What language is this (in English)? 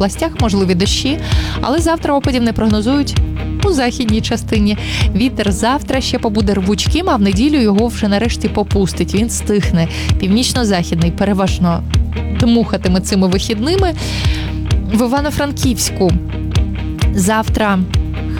Ukrainian